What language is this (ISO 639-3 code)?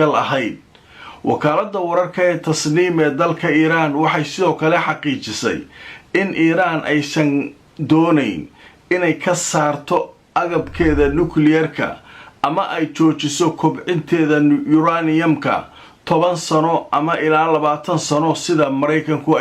som